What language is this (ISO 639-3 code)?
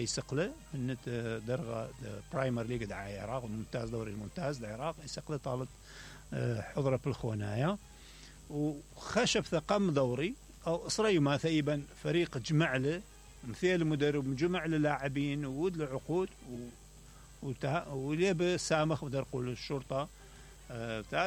acm